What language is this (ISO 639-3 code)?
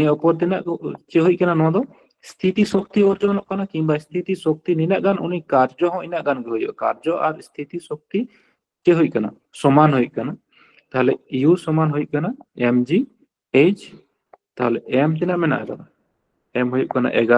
sat